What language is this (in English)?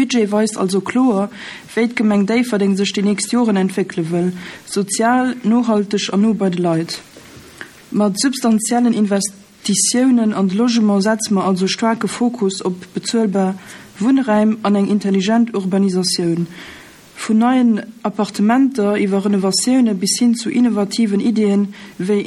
Luxembourgish